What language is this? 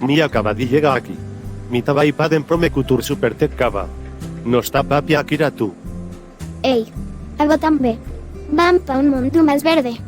Papiamento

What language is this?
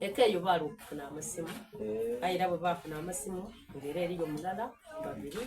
Soga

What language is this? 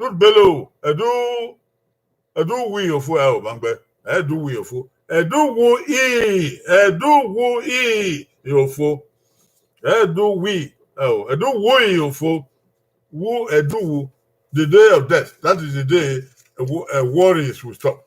Bini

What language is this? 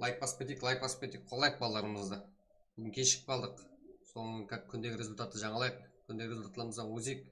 Kara-Kalpak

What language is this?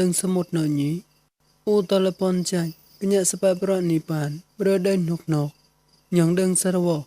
Mon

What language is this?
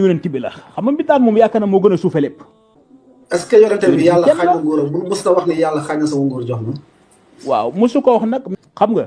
Wolof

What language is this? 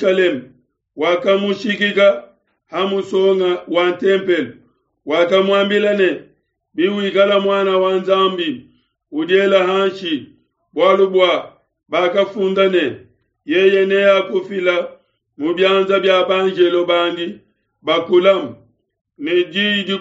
Luba-Lulua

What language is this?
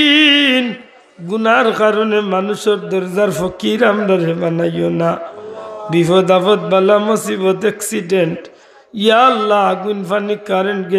Sylheti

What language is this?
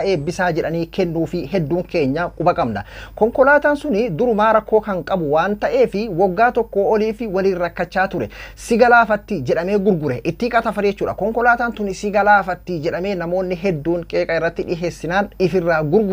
Oromo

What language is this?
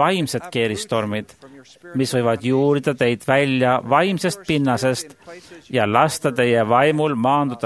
Estonian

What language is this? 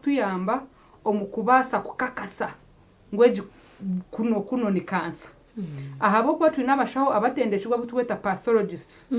Nyankole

